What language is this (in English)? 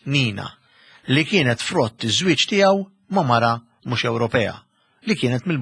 Maltese